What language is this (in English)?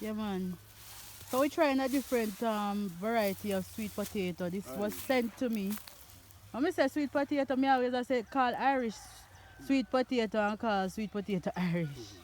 Jamaican Creole English